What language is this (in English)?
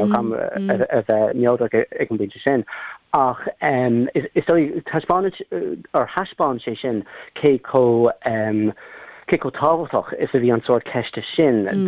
Irish